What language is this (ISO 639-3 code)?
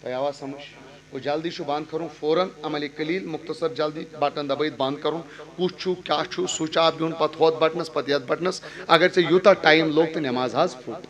kas